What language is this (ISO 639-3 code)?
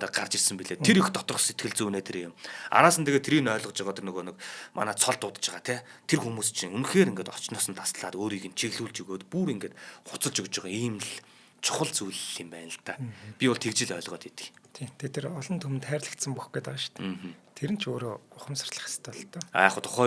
mon